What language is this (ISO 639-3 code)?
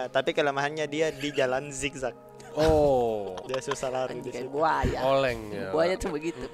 mfp